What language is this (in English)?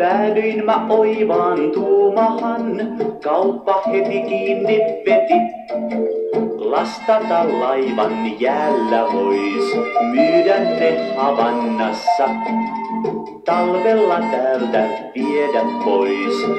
Finnish